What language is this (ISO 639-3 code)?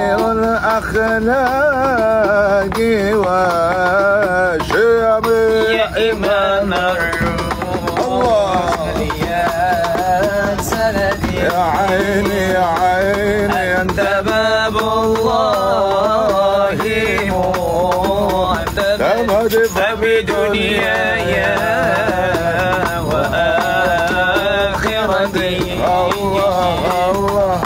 ara